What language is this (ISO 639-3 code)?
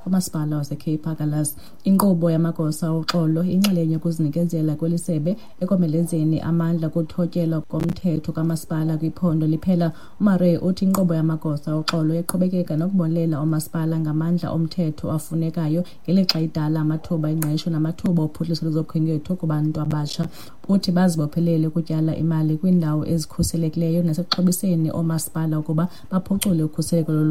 xho